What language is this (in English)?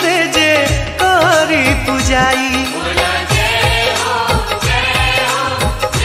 Bhojpuri